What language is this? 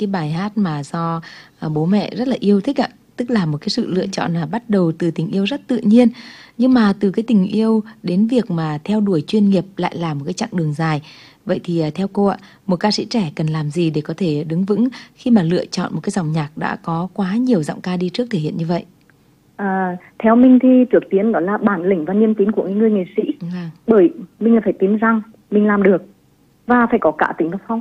Vietnamese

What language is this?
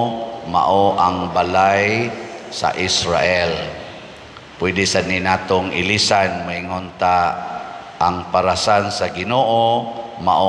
Cebuano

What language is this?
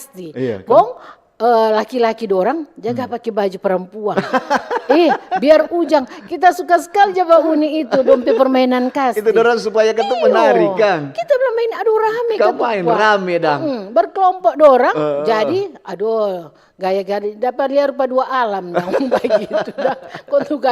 Manado Malay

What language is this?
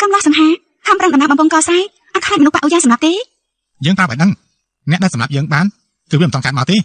Khmer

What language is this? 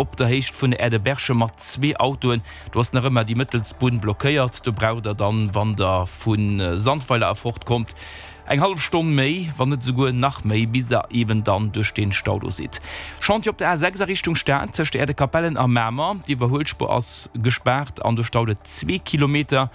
Luxembourgish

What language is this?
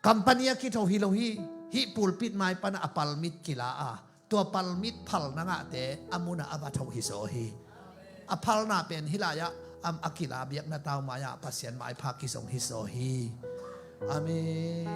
Tedim Chin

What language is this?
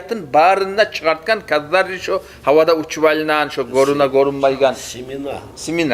Kumyk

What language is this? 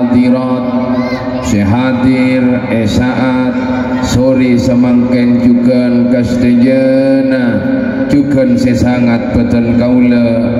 Madurese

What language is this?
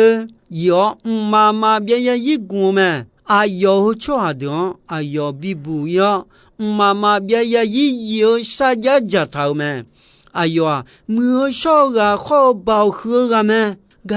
Akha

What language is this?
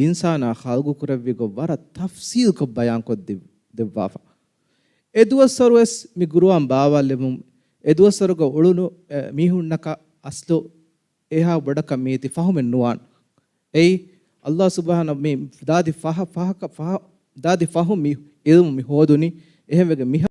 Divehi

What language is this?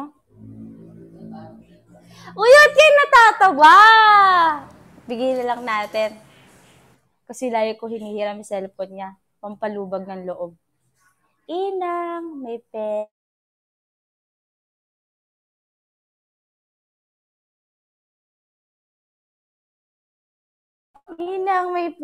Filipino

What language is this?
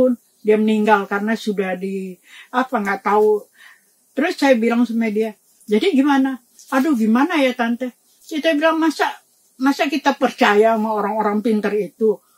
Indonesian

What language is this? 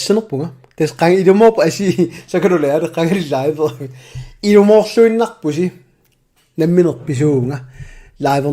Kalaallisut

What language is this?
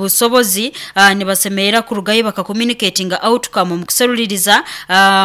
Nyoro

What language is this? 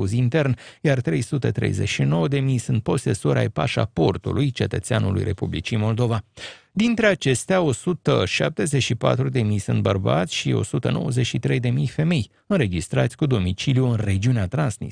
Romanian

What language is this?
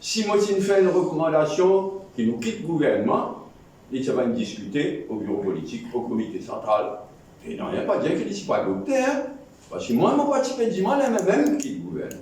Morisyen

